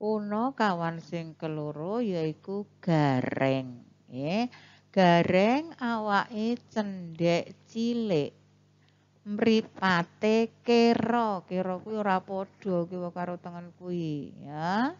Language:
Javanese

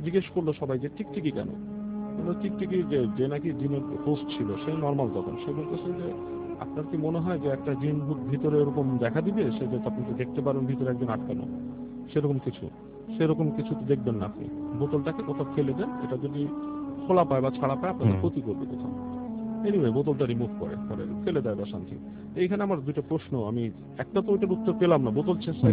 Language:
Bangla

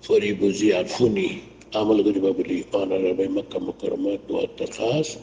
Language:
Rohingya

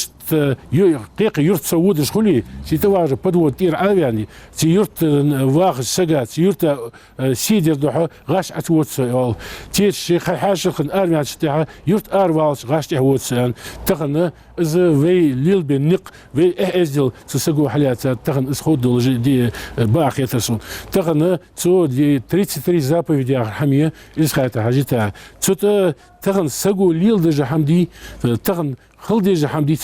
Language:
Ingush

